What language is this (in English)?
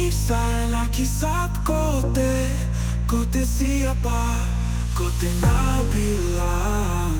Malay